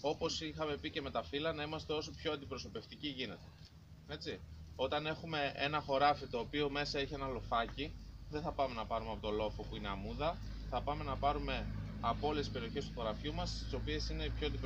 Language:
Greek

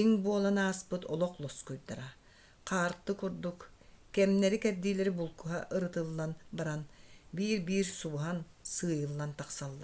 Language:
Yakut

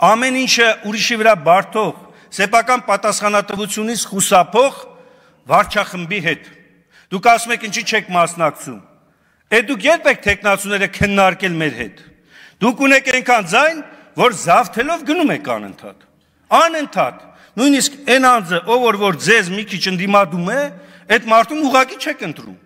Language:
Armenian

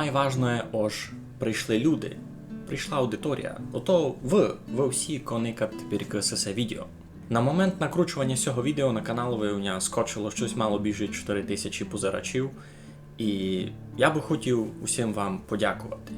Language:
Rusyn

